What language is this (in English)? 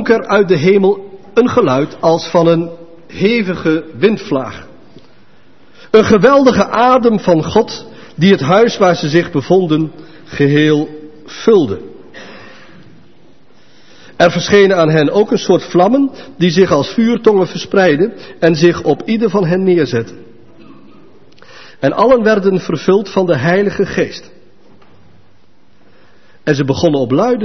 Dutch